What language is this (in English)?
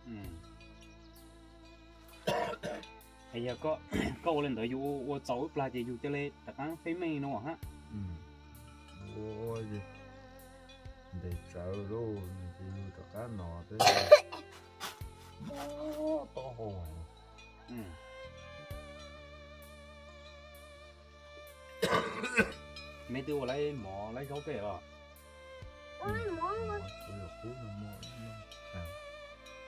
Vietnamese